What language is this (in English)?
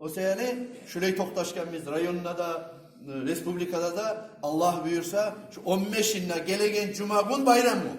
Kumyk